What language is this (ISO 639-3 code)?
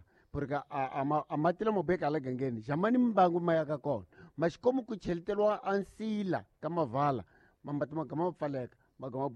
tso